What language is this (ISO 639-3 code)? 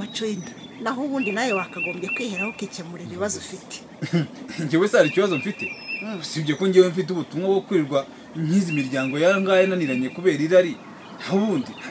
kin